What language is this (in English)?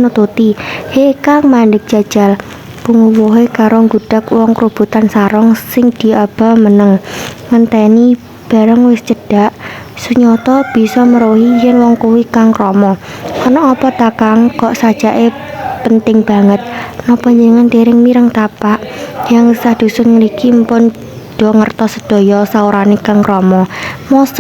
Javanese